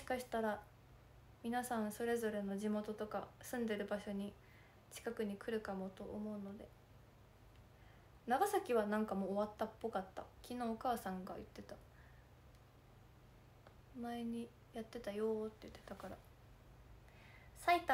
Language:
Japanese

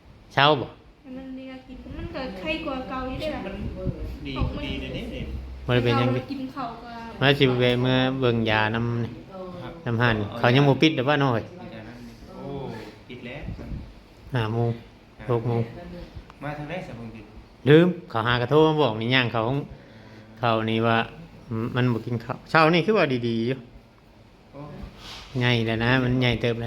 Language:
Northeastern Thai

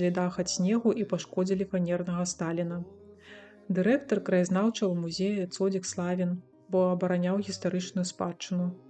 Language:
Belarusian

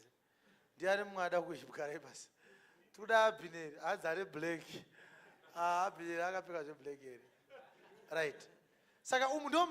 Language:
Shona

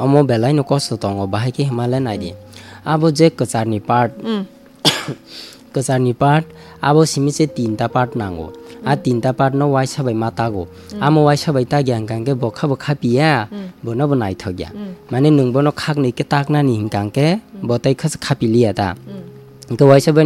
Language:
Kok Borok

